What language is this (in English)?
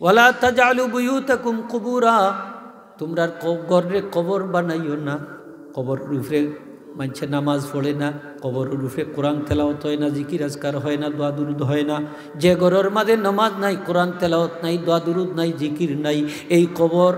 Sylheti